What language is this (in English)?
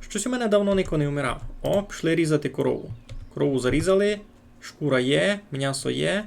Rusyn